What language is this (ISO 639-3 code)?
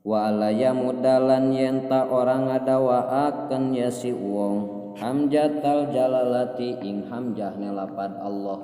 sun